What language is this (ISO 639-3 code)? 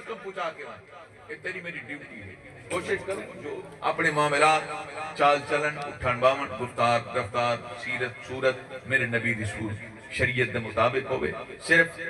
skr